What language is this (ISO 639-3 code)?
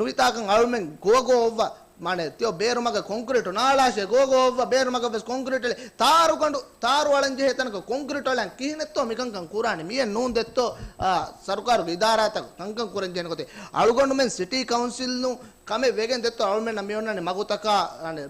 div